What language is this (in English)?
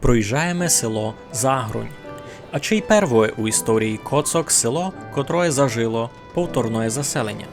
Rusyn